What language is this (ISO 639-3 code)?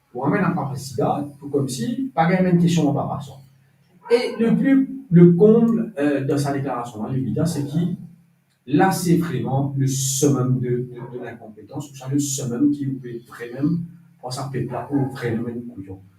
mfe